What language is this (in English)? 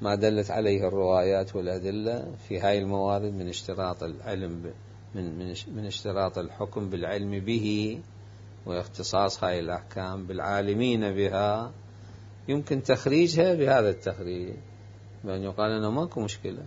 Mesopotamian Arabic